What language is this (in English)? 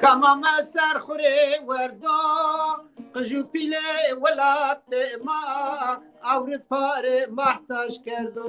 Zaza